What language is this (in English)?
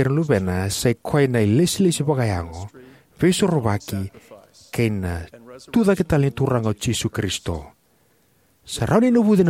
Fijian